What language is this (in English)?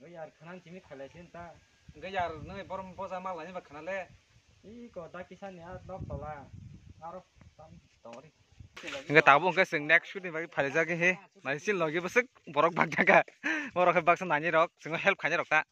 Kok Borok